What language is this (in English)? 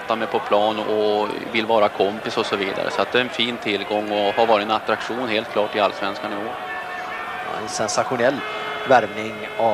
Swedish